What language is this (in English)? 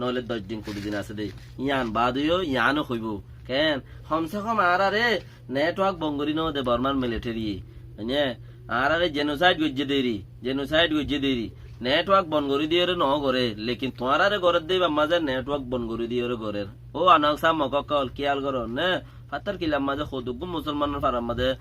Rohingya